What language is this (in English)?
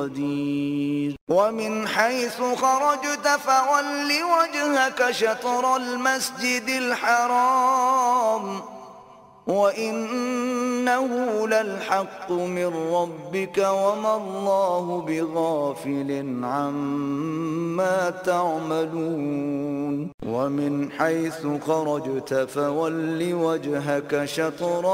Arabic